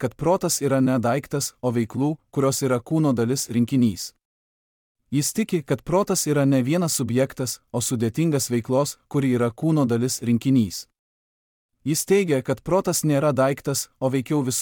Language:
Lithuanian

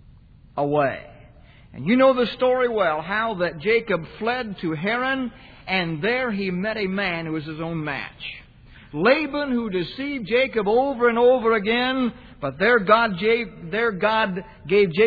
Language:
English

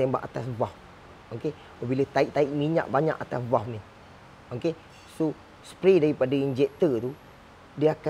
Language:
Malay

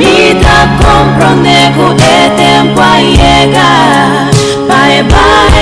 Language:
Papiamento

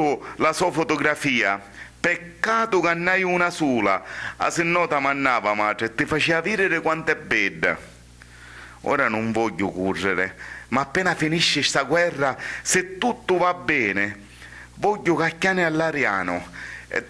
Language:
Sicilian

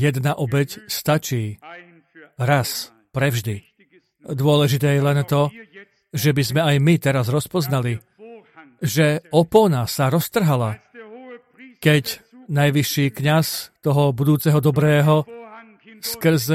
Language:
Slovak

